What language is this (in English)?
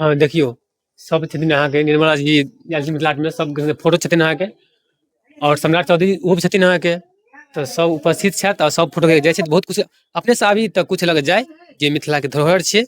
Maithili